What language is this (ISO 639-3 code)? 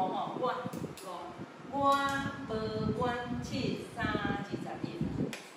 nan